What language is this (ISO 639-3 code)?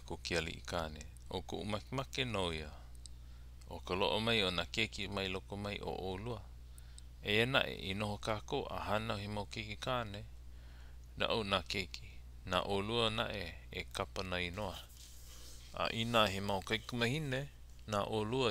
haw